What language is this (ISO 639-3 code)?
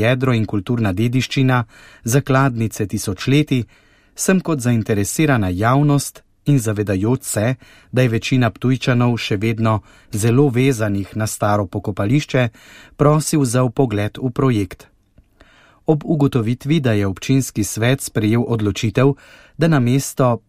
slv